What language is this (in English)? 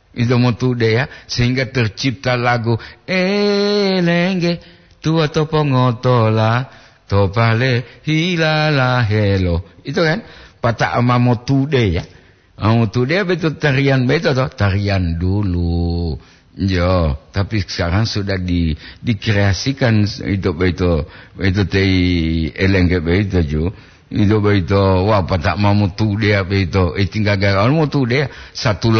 Gorontalo